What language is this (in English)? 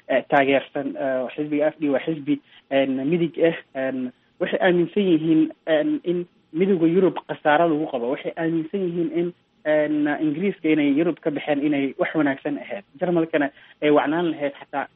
Somali